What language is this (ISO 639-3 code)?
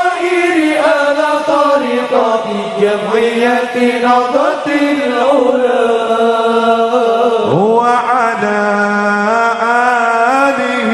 ara